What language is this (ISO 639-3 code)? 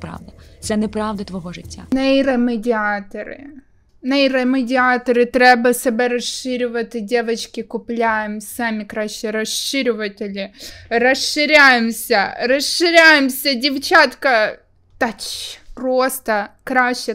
ukr